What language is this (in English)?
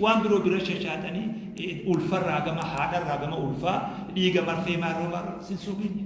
Oromo